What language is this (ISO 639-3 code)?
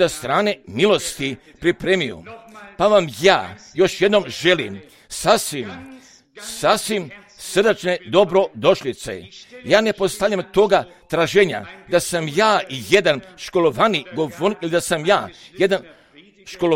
hrv